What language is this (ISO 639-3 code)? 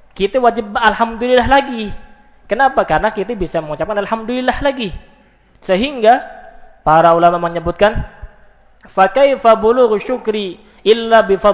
ind